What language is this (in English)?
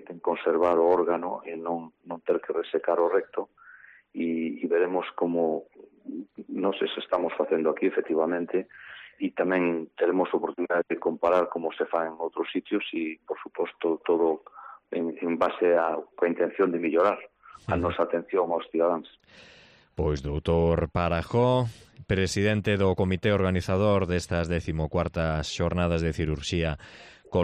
Galician